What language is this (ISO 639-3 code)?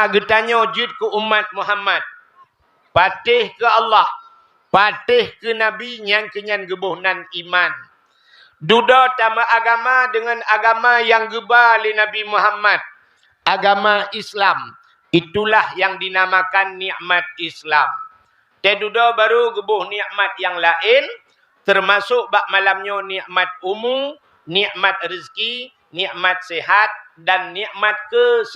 ace